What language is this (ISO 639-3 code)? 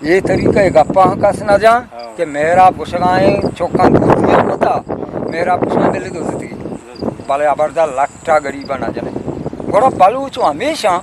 bgp